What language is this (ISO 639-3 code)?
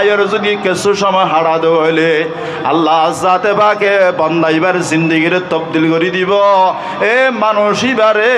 rhg